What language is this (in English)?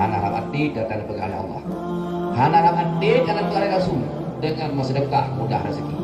Achinese